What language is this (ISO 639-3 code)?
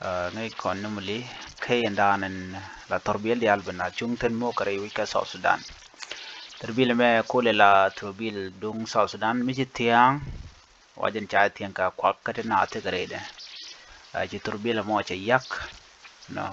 nus